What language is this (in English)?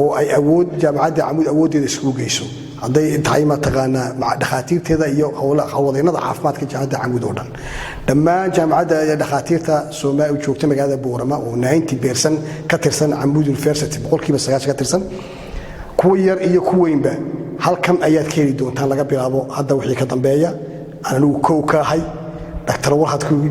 Somali